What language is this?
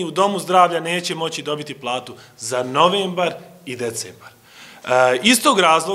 Bosnian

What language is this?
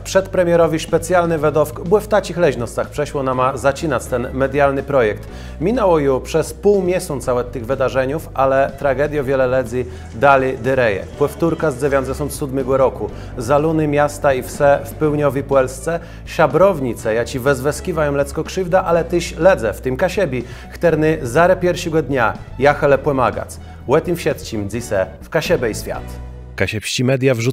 Kashubian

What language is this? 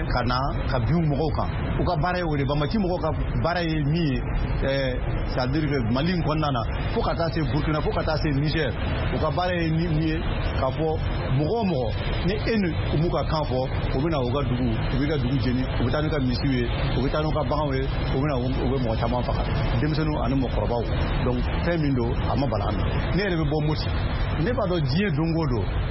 Bambara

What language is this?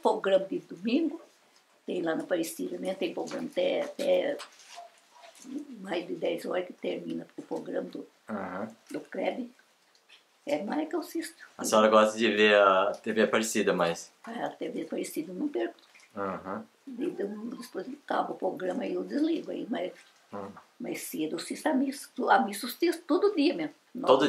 Portuguese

